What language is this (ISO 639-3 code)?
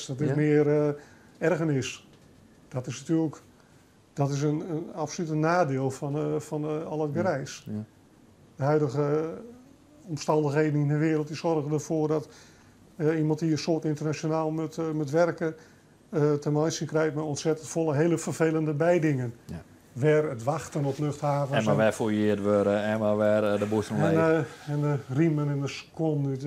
fry